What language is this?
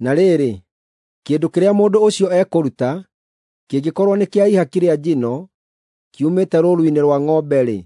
Kikuyu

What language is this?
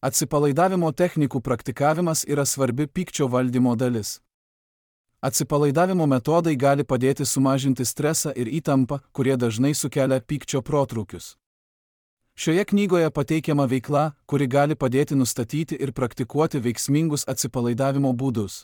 Lithuanian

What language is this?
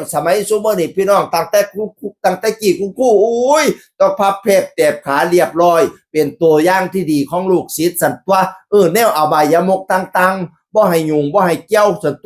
Northeastern Thai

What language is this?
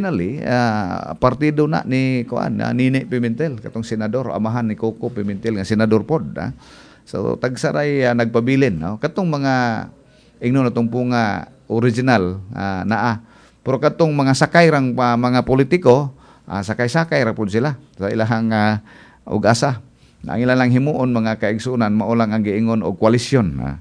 Cebuano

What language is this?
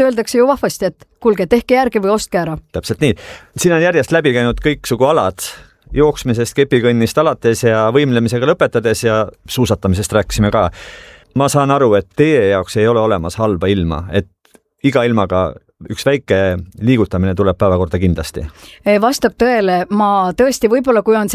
Estonian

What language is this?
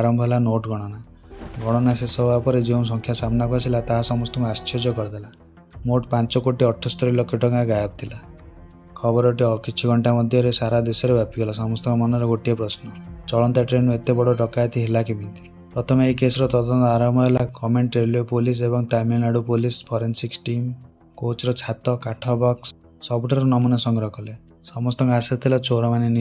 Odia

